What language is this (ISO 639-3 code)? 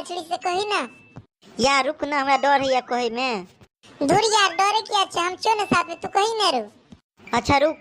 mai